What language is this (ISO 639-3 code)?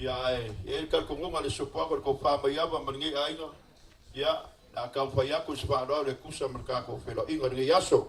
smo